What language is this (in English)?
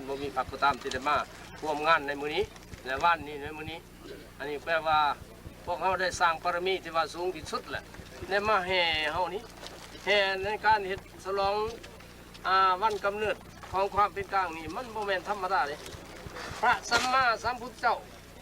Lao